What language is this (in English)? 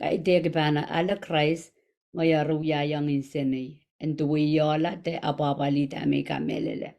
Pohnpeian